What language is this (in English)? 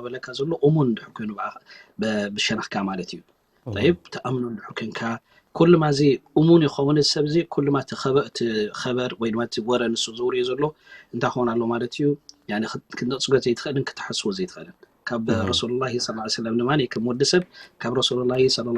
Tigrinya